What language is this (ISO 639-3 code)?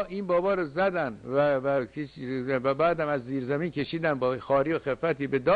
fas